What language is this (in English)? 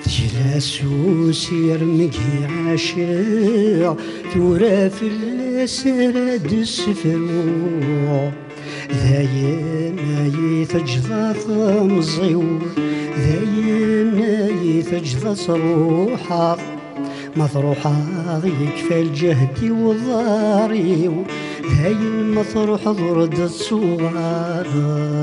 Kabyle